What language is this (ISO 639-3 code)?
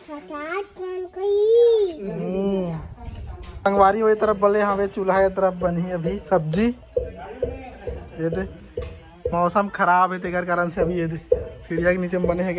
hne